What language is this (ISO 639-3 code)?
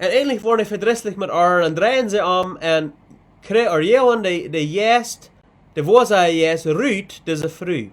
pdt